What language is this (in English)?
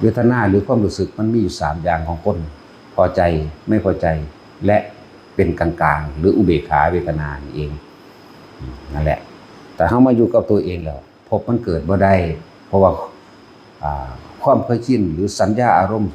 Northeastern Thai